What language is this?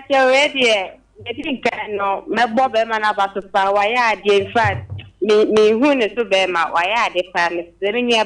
Akan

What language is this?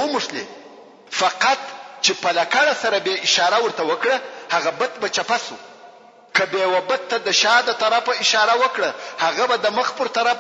Pashto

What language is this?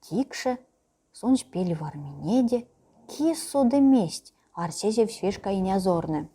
Erzya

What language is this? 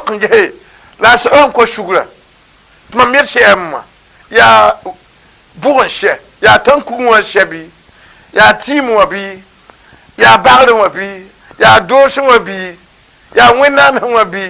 Mossi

